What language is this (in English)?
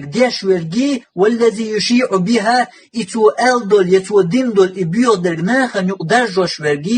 Chechen